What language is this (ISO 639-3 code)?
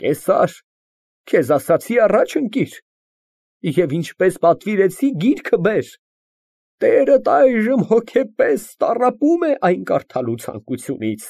hye